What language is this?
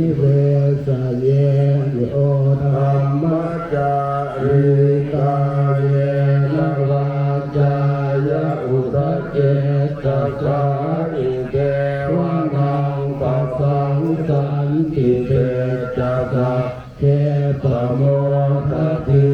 Pali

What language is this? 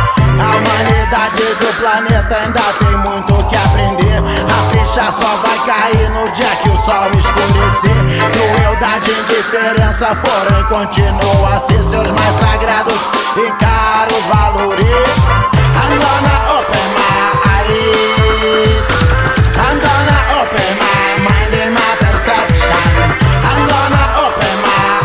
Portuguese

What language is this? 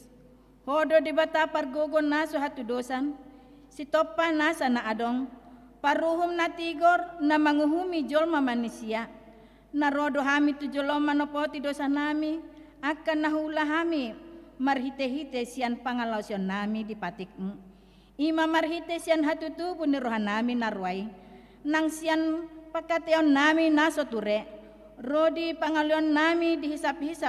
Batak Toba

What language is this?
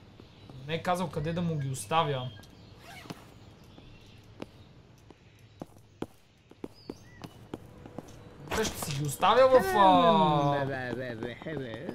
Bulgarian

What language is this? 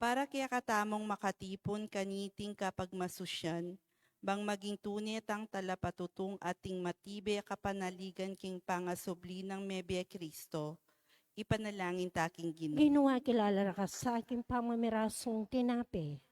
Pampanga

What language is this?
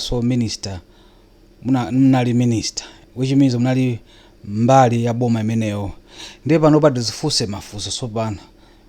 Nyanja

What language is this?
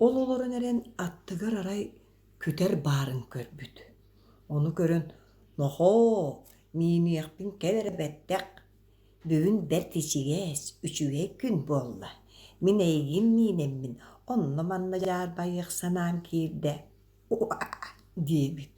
Yakut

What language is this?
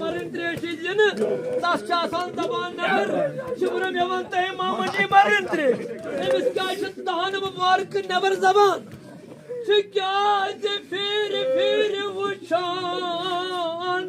Kashmiri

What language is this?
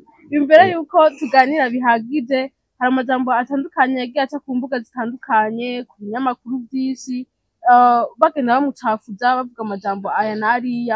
Rundi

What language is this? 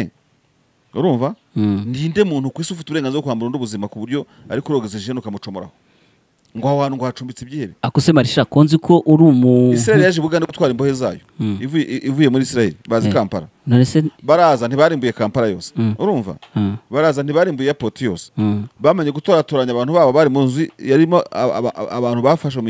Kinyarwanda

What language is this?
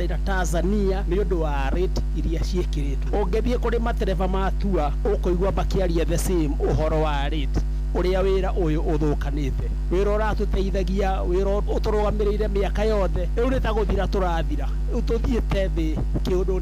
Kikuyu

